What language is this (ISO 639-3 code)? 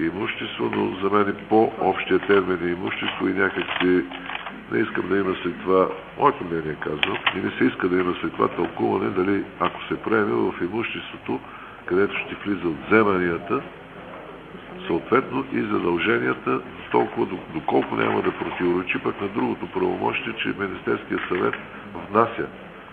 bul